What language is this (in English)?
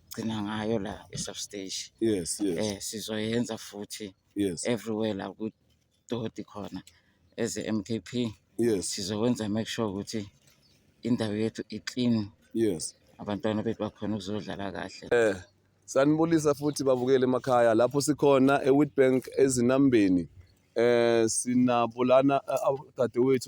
Zulu